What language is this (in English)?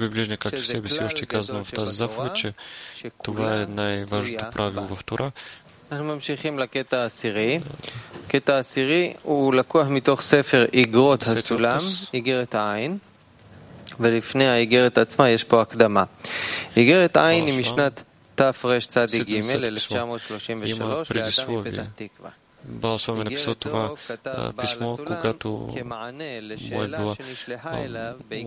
Bulgarian